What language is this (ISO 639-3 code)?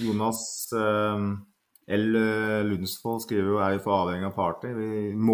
nor